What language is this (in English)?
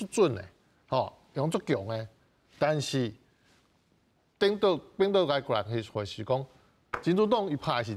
Min Nan Chinese